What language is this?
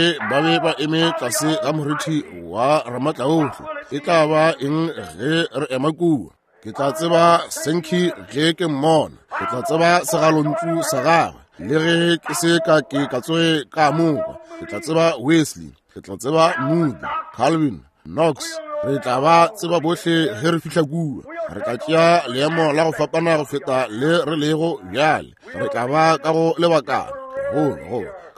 Northern Sotho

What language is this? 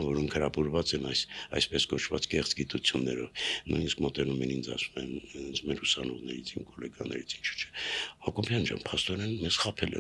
Armenian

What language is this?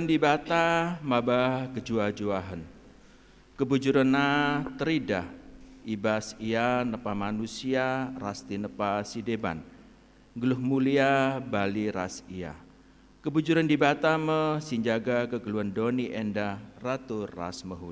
Batak Karo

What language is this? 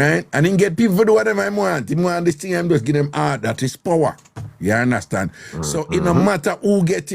Jamaican Creole English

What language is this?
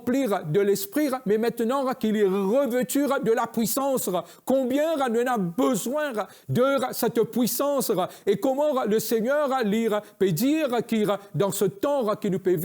Morisyen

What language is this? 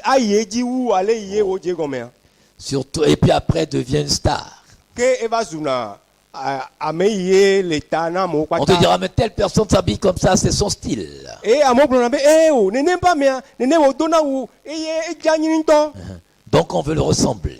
Ewe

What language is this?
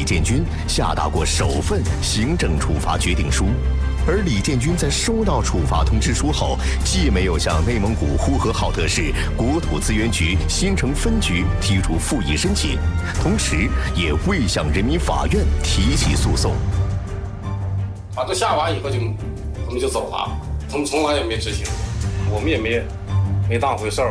Chinese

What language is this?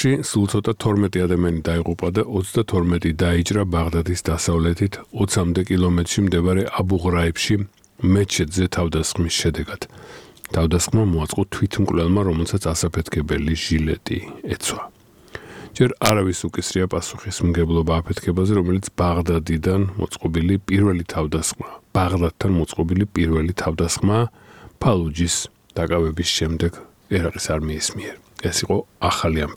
Georgian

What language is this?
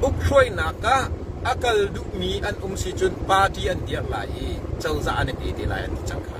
Hakha Chin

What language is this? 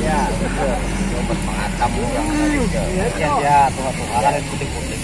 Banjar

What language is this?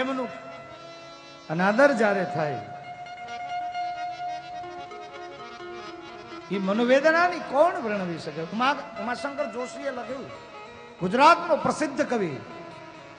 Gujarati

